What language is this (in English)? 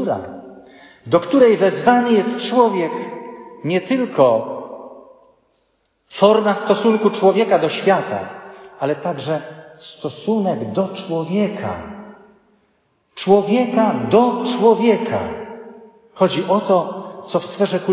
Polish